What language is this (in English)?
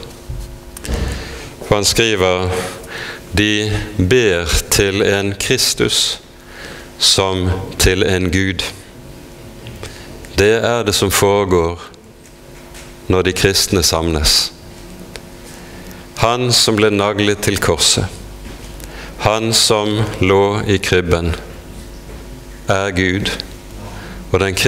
Norwegian